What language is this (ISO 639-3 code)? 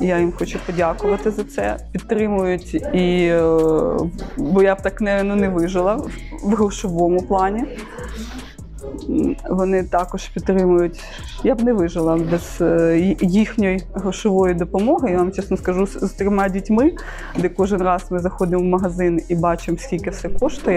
ukr